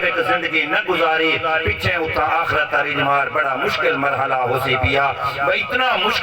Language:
Saraiki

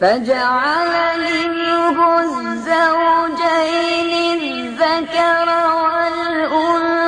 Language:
Bosnian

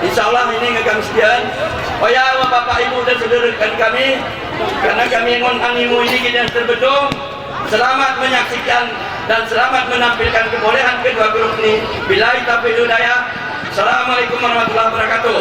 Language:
Gayo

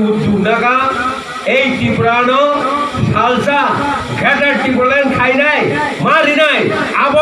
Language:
Kok Borok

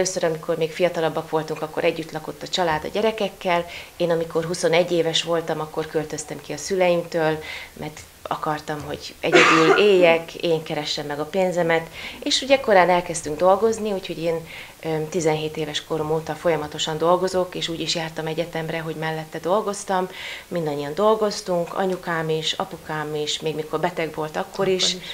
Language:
Hungarian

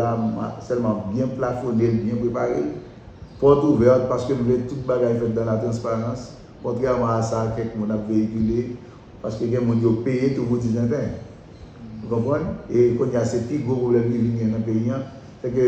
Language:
Haitian Creole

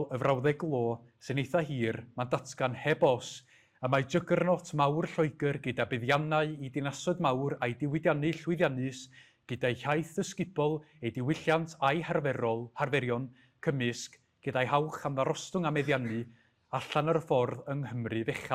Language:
Welsh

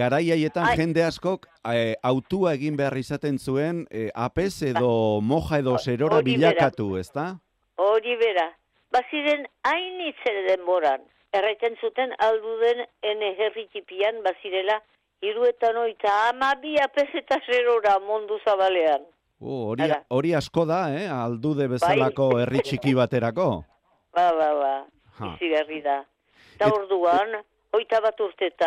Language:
Basque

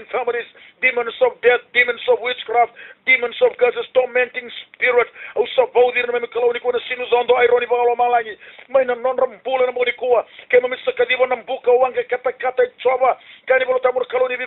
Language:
Fijian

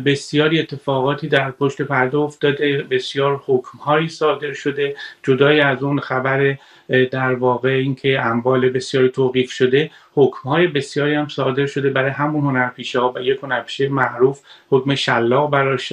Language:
Persian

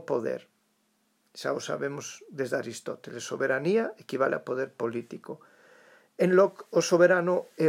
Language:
Galician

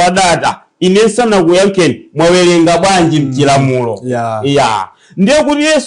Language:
Nyanja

